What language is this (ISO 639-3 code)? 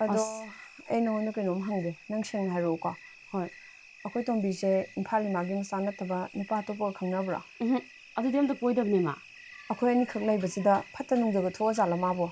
mni